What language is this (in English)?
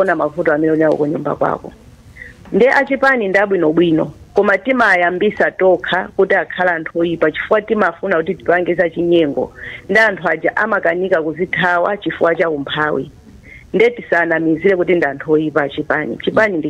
Nyanja